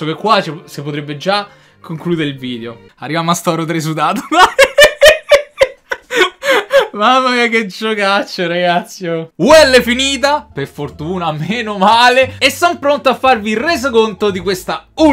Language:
Italian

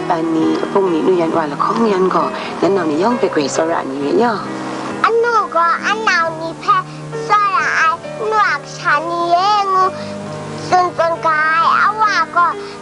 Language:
Kachin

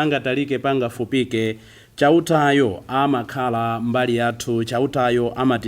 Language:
Nyanja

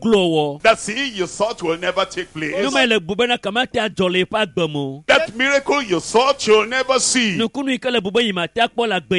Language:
Ewe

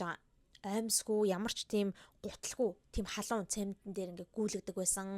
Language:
Mongolian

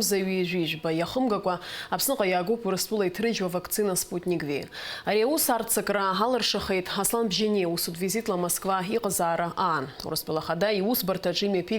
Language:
Abkhazian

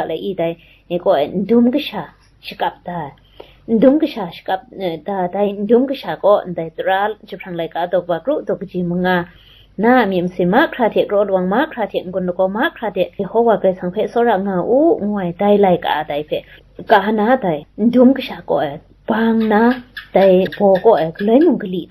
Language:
Kachin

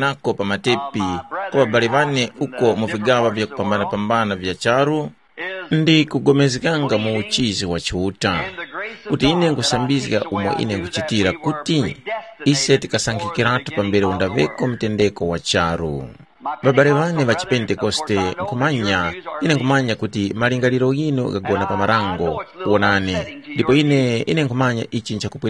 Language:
Tumbuka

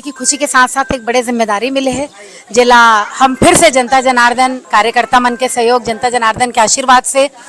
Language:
Chhattisgarhi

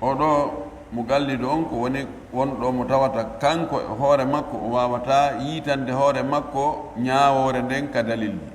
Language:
Pular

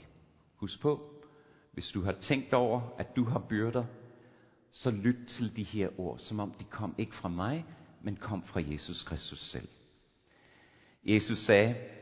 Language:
Danish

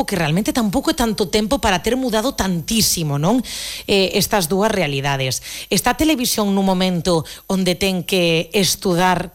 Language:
Galician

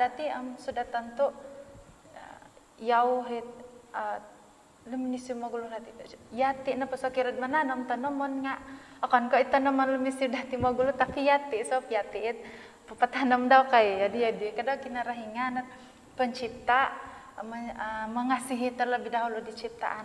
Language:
Central Dusun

